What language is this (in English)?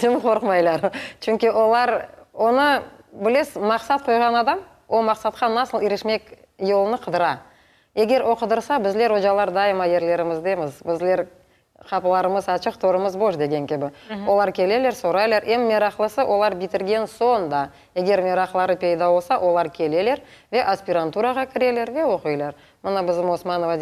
Crimean Tatar